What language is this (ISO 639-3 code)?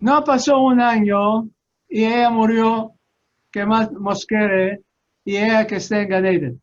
lad